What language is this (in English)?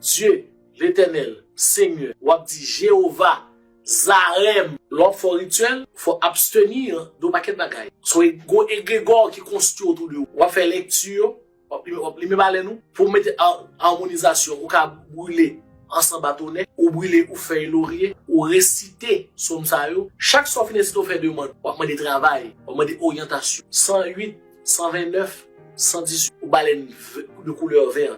Haitian Creole